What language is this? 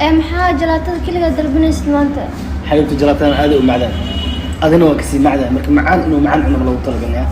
Somali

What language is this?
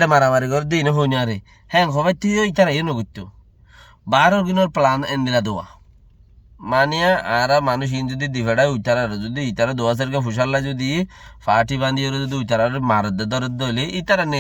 Rohingya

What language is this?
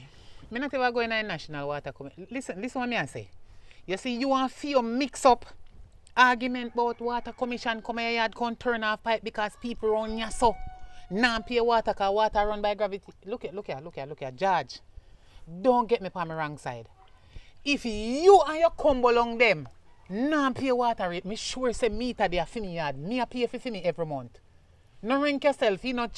Jamaican Creole English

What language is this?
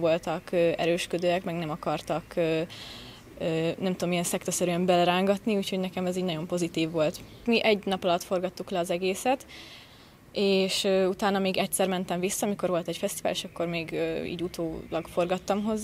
Hungarian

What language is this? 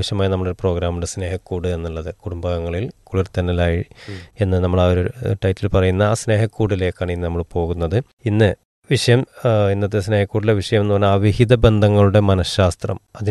Malayalam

